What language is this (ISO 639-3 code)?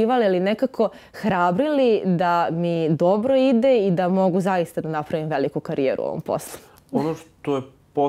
srp